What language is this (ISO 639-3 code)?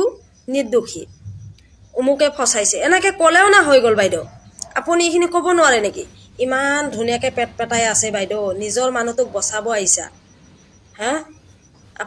asm